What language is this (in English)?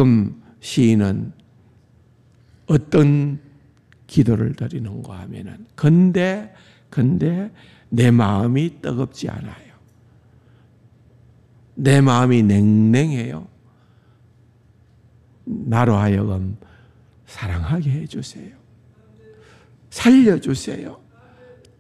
Korean